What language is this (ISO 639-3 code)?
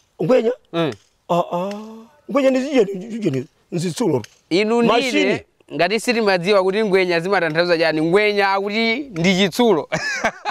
nya